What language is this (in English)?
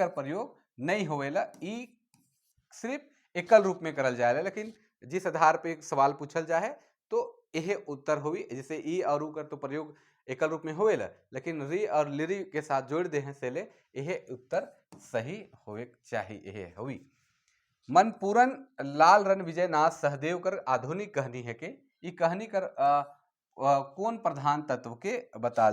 Sadri